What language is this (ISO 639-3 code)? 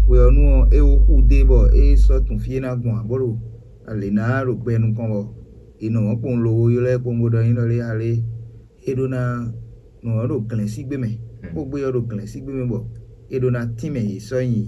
fon